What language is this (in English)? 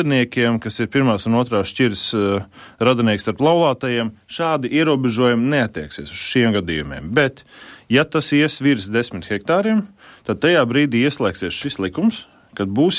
Latvian